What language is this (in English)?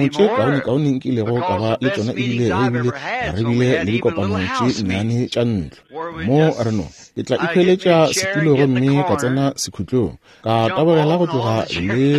Northern Sotho